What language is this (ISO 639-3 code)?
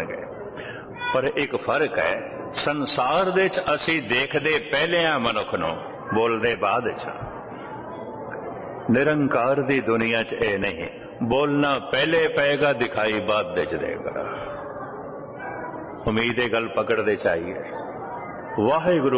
pan